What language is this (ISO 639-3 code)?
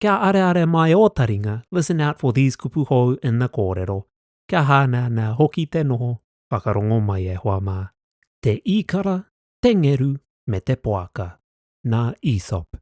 mri